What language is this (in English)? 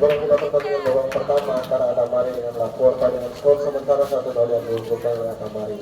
Ambonese Malay